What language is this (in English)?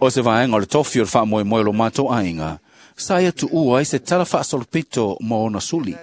Samoan